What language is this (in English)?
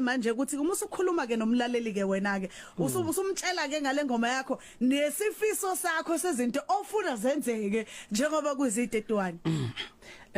Zulu